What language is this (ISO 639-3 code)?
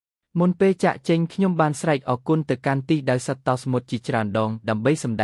khm